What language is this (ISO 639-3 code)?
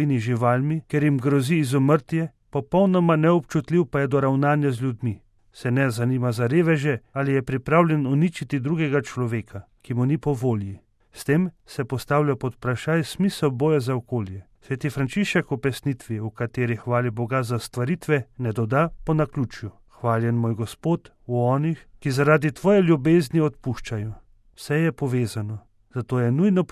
slv